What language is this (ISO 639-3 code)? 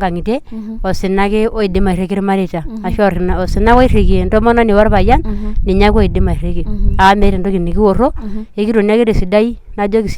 mas